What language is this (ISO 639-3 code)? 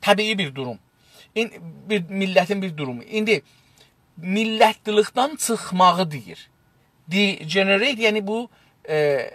azb